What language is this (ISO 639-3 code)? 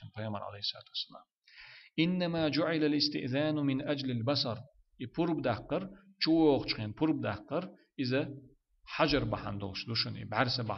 che